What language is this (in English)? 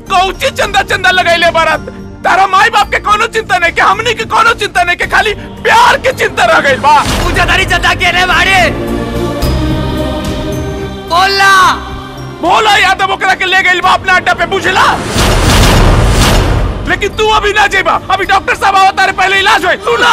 Bhojpuri